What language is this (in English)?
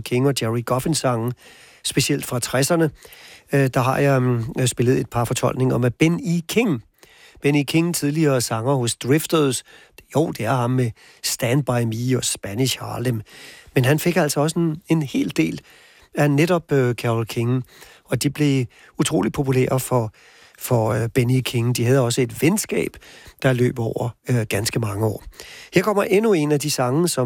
Danish